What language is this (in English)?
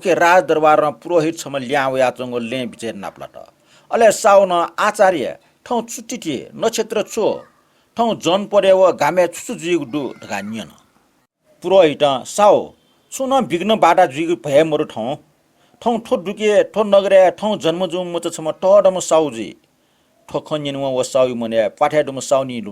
Newari